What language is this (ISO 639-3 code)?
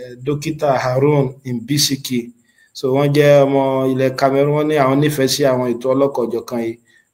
yor